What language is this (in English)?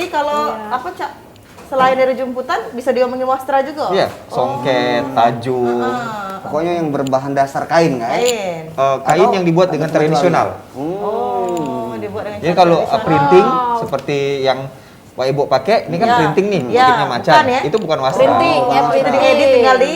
Musi